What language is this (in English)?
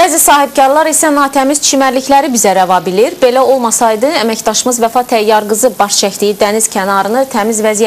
Azerbaijani